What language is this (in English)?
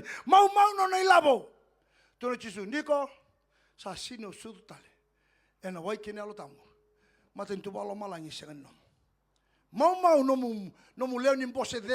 Fijian